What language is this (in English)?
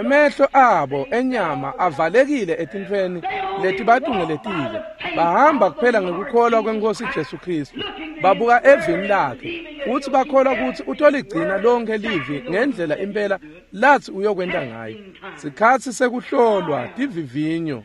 Swati